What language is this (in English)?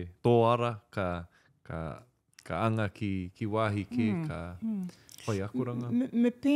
Māori